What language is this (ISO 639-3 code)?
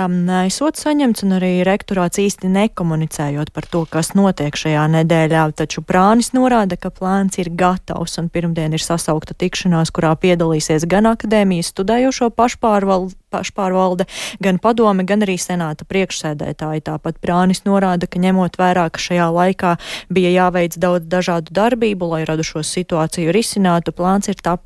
lav